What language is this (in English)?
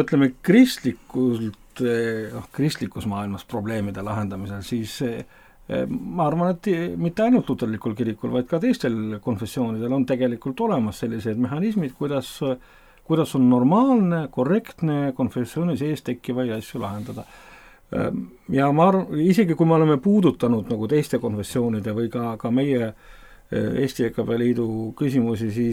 Estonian